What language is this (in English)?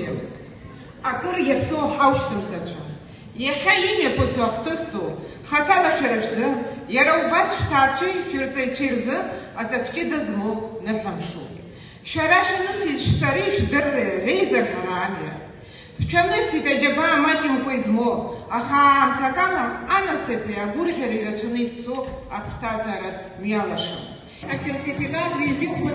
Abkhazian